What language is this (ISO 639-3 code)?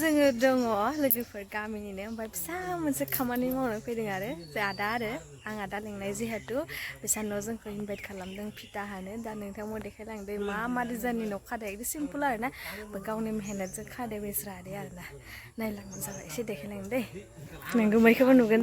brx